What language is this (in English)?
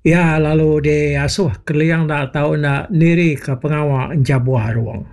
Iban